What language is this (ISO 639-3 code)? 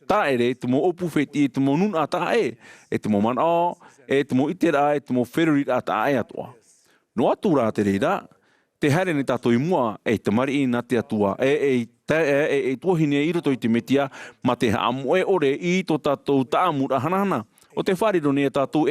tah